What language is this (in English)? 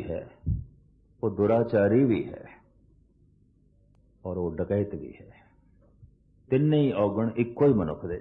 Punjabi